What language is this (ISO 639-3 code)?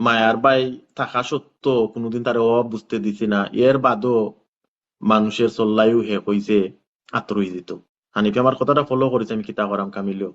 syl